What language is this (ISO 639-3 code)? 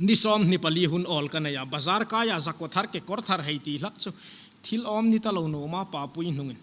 hmr